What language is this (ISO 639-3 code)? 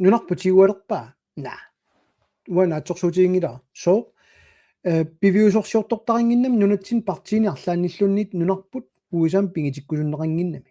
kal